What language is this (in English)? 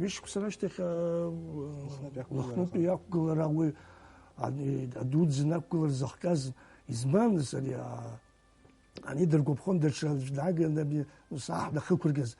Abkhazian